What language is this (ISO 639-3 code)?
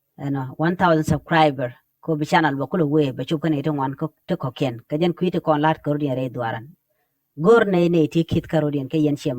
nus